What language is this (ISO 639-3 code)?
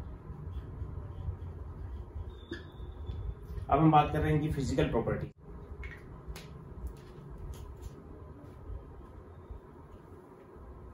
hin